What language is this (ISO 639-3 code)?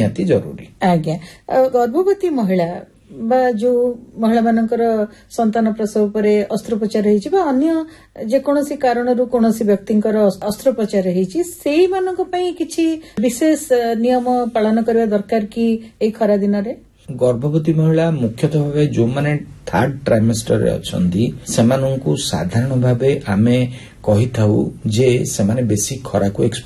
ori